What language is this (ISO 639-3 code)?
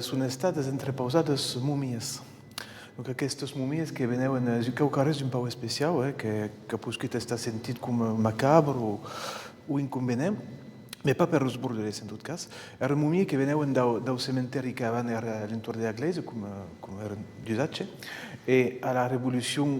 oci